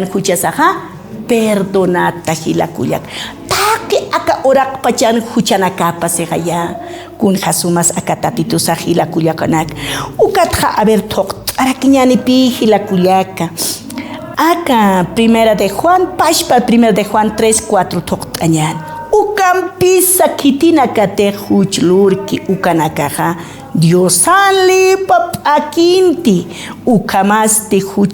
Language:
Aymara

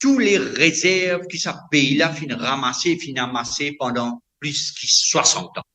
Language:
Morisyen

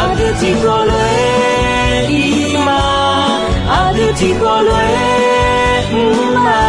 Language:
Akha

